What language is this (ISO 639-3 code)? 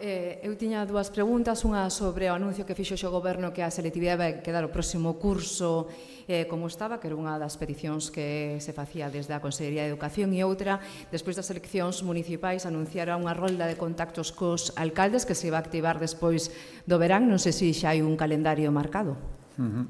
glg